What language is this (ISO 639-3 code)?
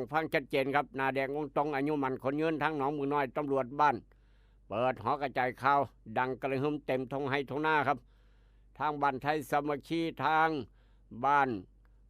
tts